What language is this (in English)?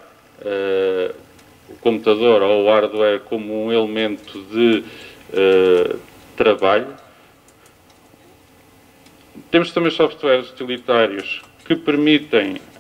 Portuguese